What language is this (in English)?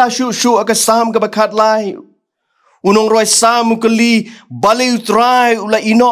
Khasi